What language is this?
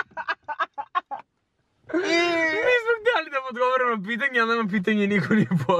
Serbian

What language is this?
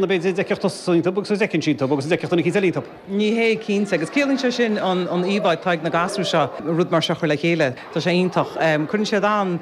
Irish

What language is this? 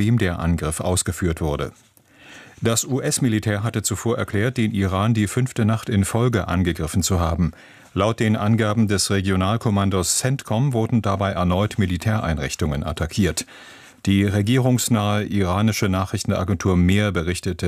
German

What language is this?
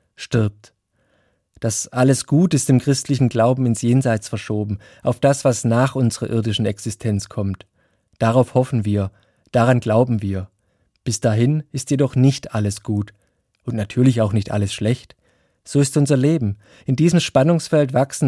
German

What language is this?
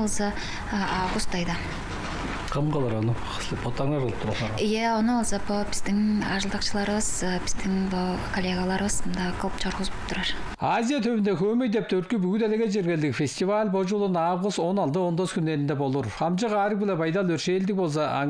Tuvinian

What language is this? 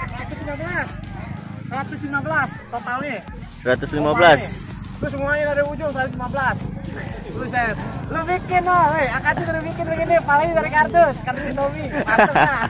Betawi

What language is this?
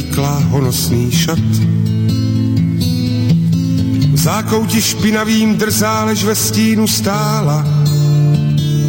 Czech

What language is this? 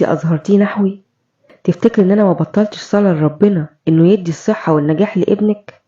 Egyptian Arabic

